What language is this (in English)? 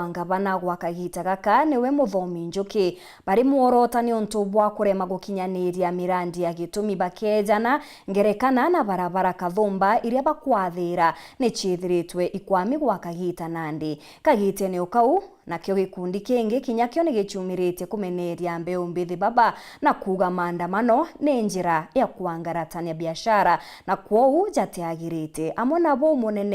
Meru